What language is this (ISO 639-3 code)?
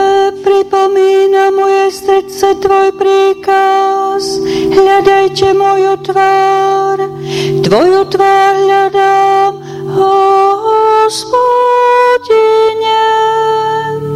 slk